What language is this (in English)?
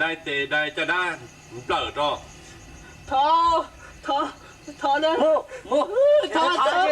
Hmong